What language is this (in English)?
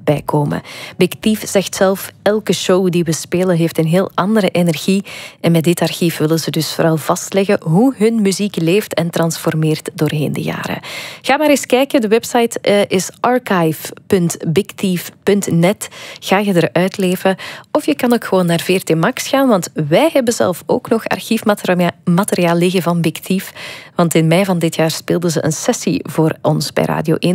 Dutch